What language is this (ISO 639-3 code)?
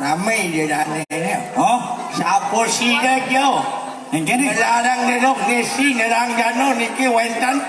ban